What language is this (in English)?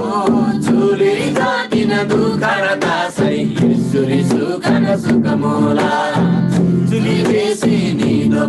Eastern Tamang